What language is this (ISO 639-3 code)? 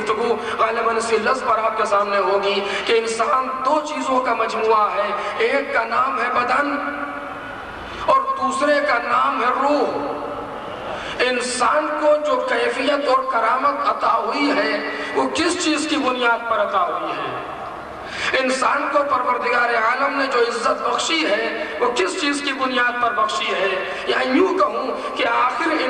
urd